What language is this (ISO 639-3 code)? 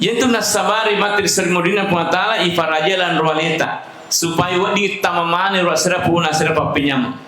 bug